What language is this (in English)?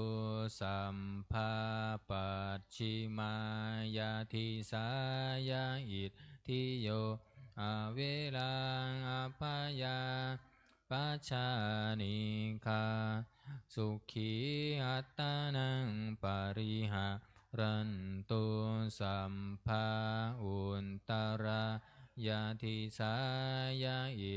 Pali